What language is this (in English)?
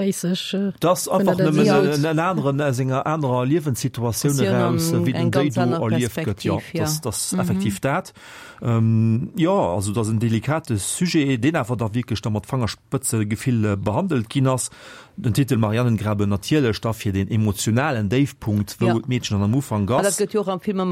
Luxembourgish